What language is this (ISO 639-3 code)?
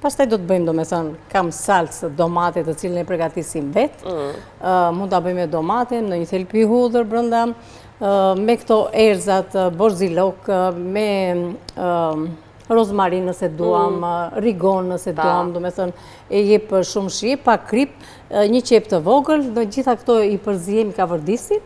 sqi